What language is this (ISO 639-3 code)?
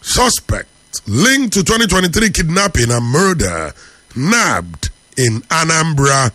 eng